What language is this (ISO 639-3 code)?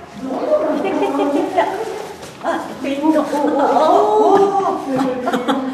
jpn